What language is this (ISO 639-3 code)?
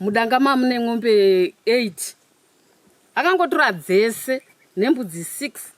sna